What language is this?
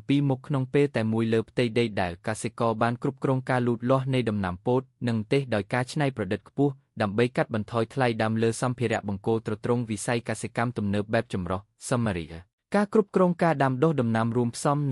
Khmer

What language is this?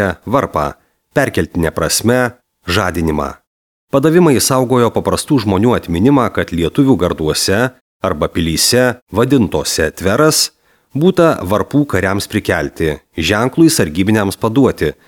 Lithuanian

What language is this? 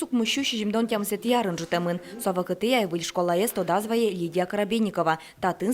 Udmurt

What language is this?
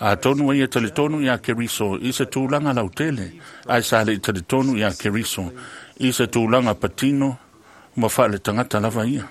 Samoan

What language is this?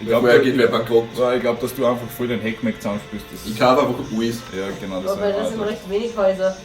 Bavarian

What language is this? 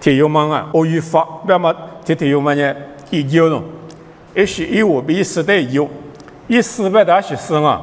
Lisu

